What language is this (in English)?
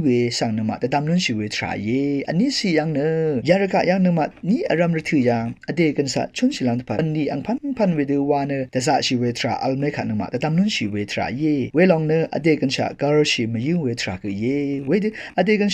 Rawang